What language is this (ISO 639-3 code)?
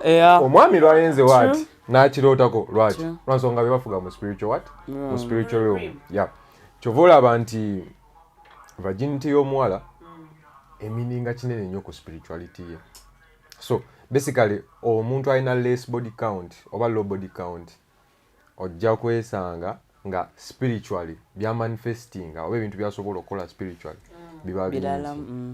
lug